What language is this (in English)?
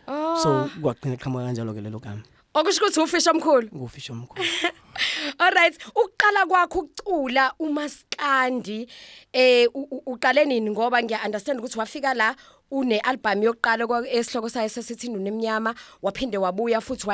Zulu